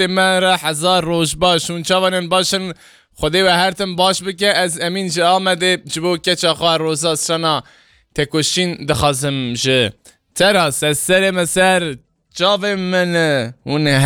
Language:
Kurdish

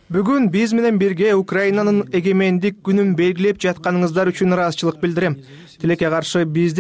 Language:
Kyrgyz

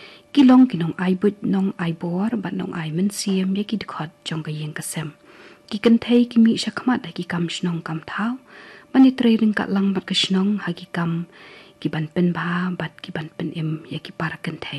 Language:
Khasi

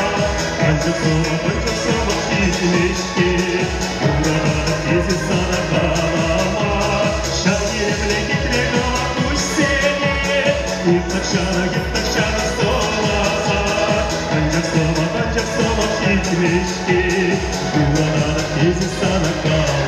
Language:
Chuvash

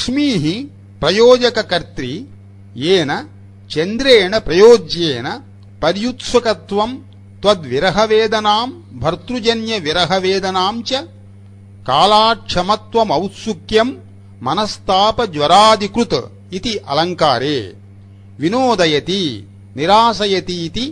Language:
Sanskrit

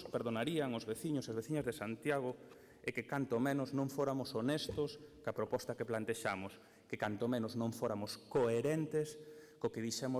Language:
Galician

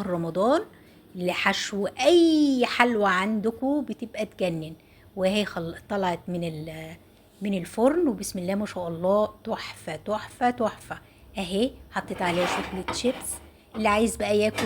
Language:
Egyptian Arabic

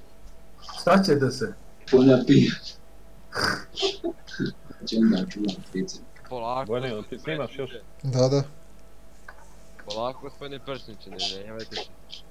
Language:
Bosnian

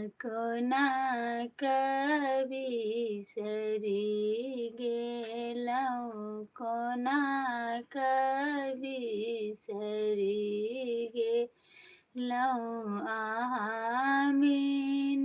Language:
Maithili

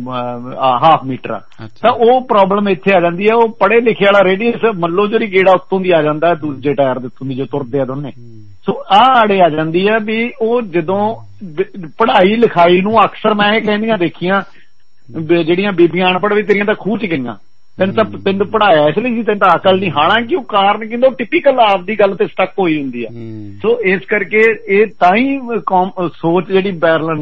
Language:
Punjabi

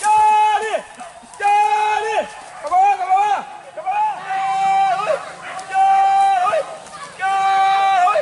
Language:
Minangkabau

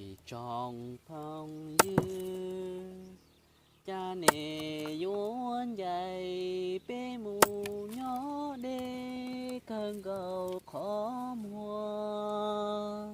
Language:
Hmong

